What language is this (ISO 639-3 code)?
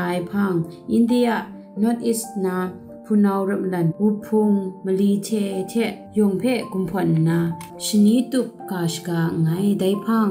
kac